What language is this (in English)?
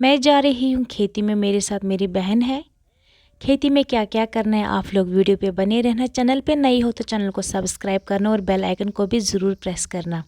Kashmiri